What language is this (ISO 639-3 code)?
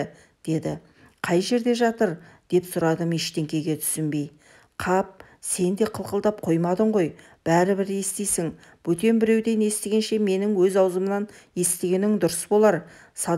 kaz